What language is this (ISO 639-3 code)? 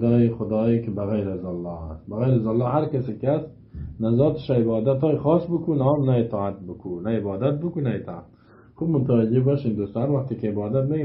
fas